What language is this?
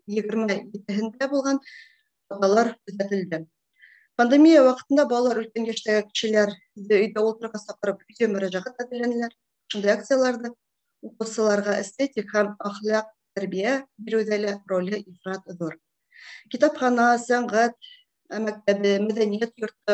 Bashkir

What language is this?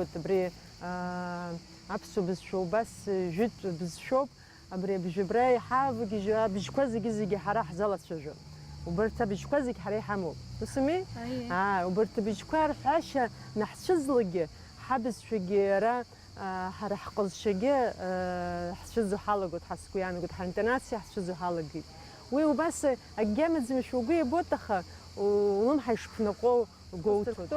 Abkhazian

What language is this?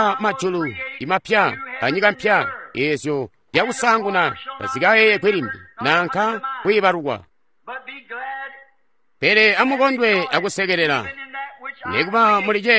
Tonga (Zambia)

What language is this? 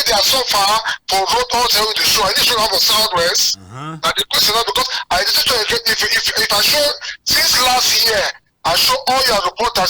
Cameroon Pidgin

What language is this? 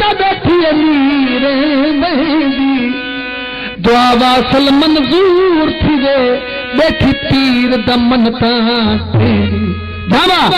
Saraiki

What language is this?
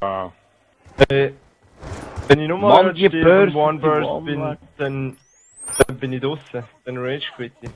Swiss German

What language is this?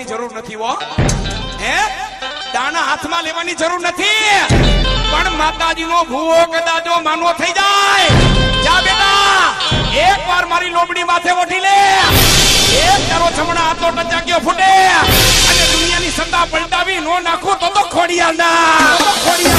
Gujarati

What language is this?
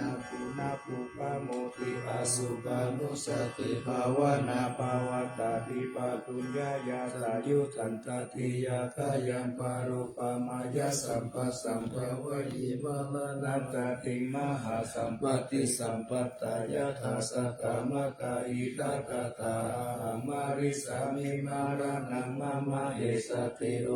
Pali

